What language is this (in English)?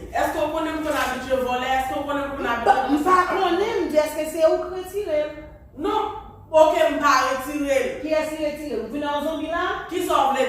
Haitian Creole